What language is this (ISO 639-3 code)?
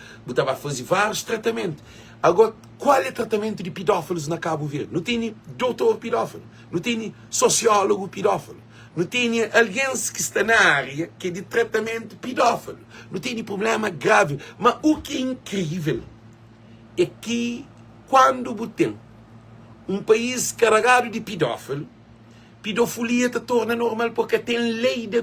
kea